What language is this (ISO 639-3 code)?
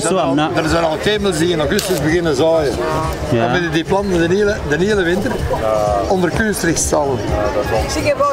tha